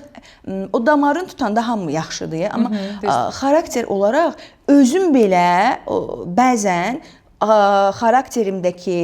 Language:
Azerbaijani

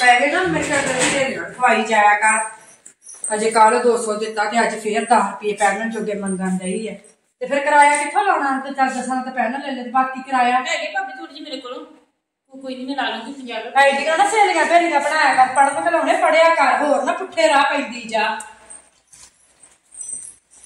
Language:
Punjabi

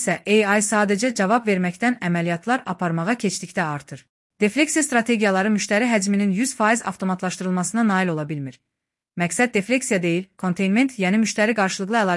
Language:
Azerbaijani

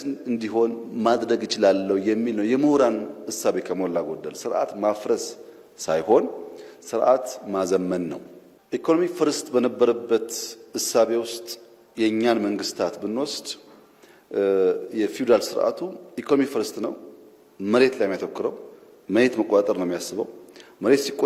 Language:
Amharic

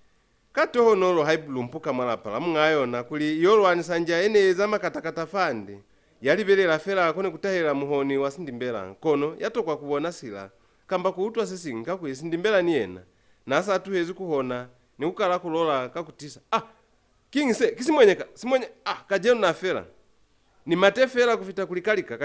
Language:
Lozi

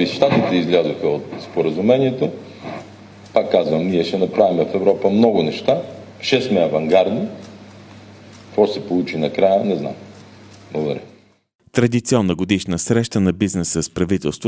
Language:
Bulgarian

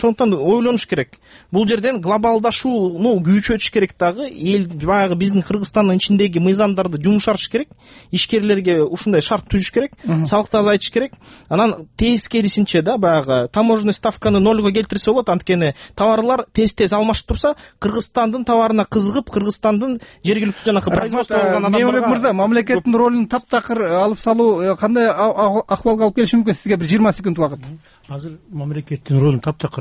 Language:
Kyrgyz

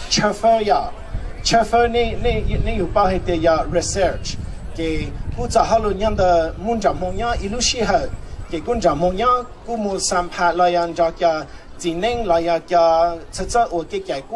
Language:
Hmong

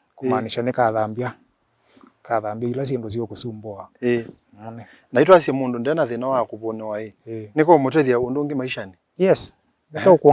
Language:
Kamba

